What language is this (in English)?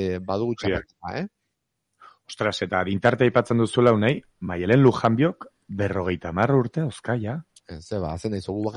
Basque